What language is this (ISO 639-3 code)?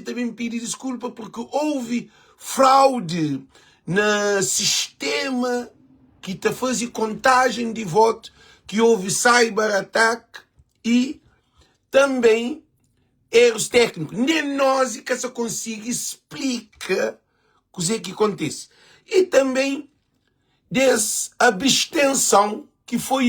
kea